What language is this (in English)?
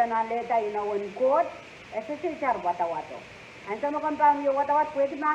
Pohnpeian